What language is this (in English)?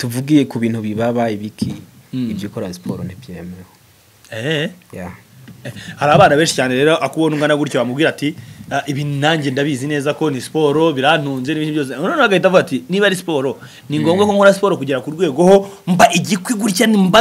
Kinyarwanda